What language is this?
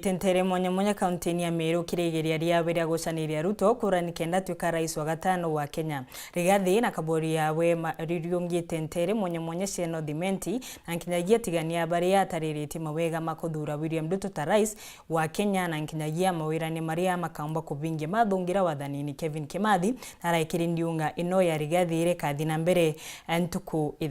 Meru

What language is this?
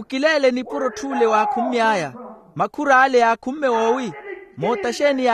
Makhuwa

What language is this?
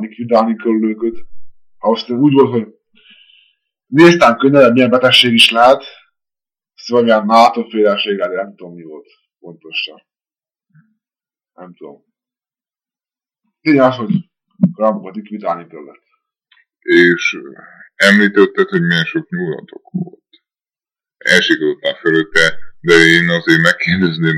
Hungarian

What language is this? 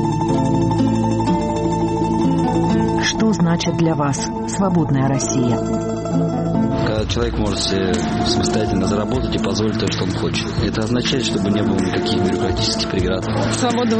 Russian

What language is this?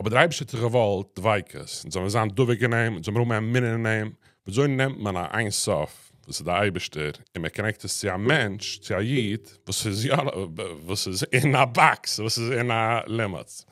Yiddish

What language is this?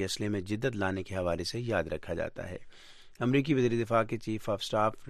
Urdu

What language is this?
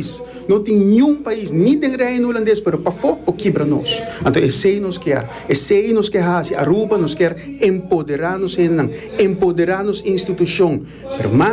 Papiamento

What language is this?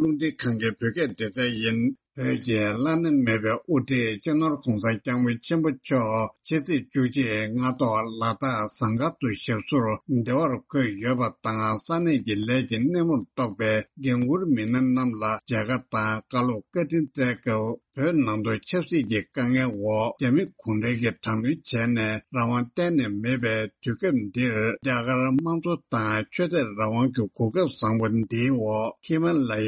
Tibetan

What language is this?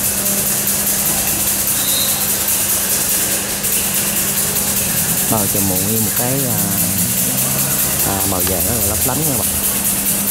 Vietnamese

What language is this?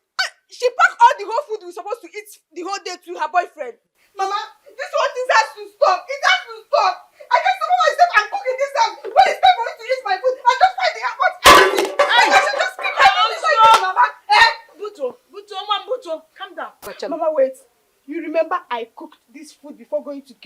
Nigerian Pidgin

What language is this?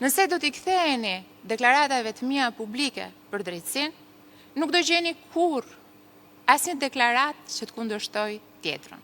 Albanian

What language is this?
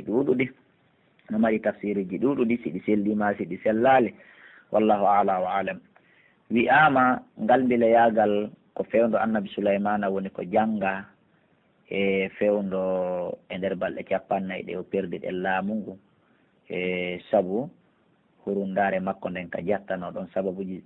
Pular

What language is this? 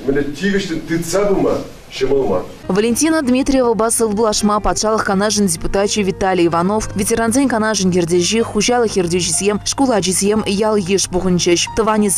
Chuvash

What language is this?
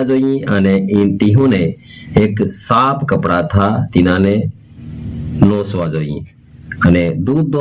Gujarati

